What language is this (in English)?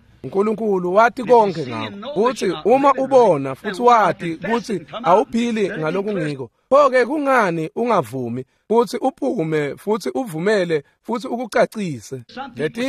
Swati